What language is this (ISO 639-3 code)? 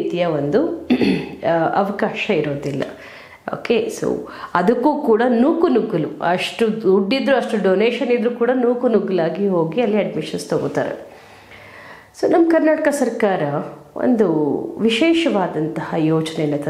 kan